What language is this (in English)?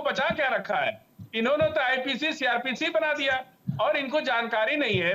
Hindi